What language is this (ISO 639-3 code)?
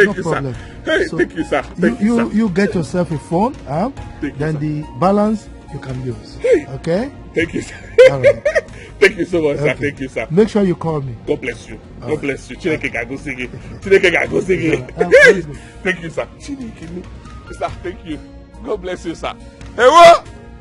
pcm